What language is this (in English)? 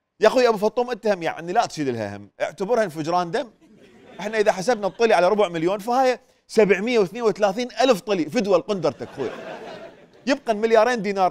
Mesopotamian Arabic